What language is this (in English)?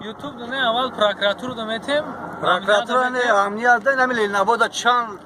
Tajik